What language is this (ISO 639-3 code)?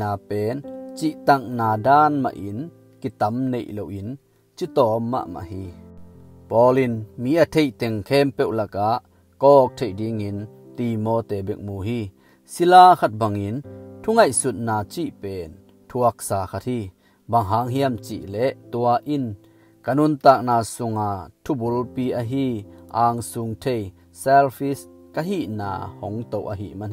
ctd